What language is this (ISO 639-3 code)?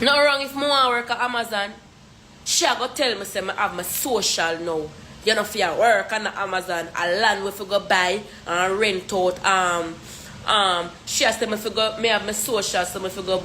jam